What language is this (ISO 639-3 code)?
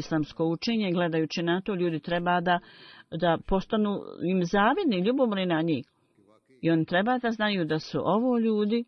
bos